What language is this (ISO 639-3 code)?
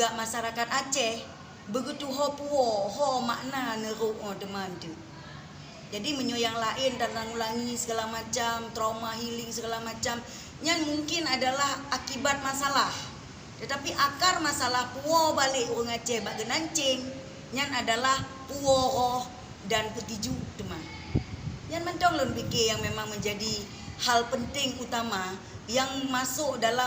ace